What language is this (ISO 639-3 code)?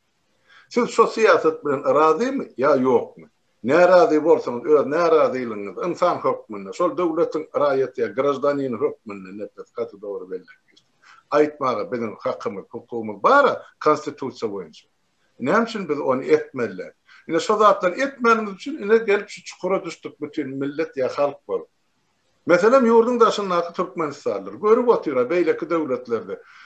tuk